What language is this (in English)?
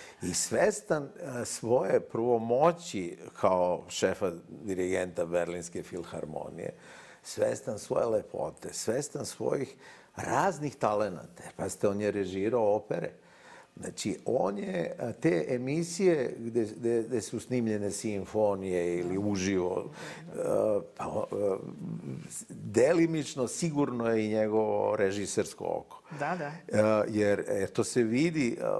Serbian